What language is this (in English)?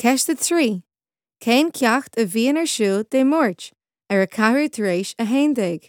Irish